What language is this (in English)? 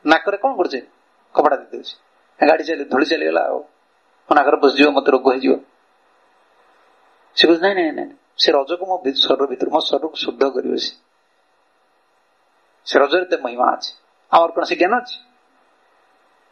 Odia